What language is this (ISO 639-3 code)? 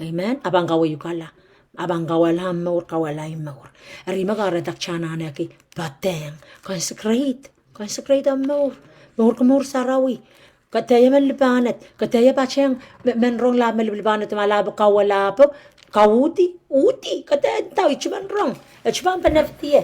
pon